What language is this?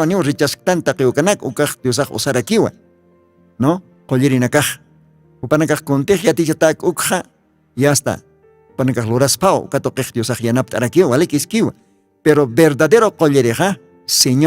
Aymara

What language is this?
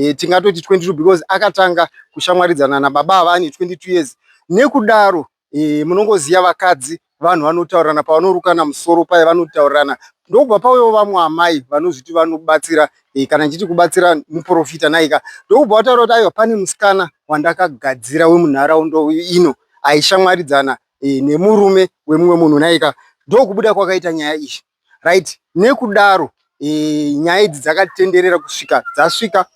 Shona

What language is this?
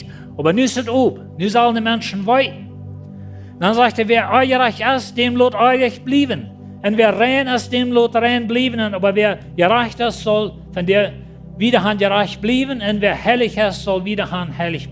Plautdietsch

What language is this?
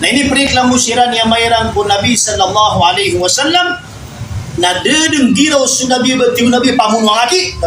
Maranao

